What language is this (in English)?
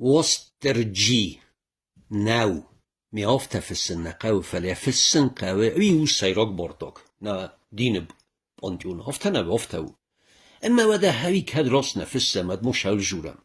Ossetic